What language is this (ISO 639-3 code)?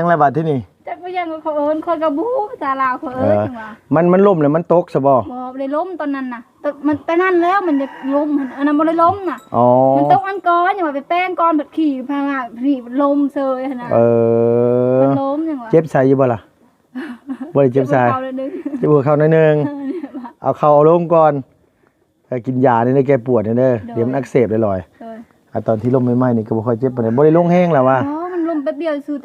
lao